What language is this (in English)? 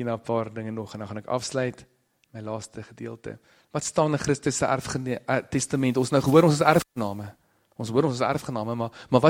Afrikaans